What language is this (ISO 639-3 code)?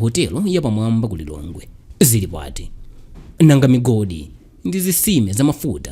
nya